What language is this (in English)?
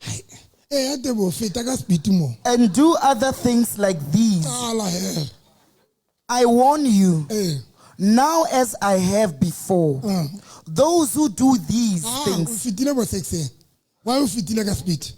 Southern Sotho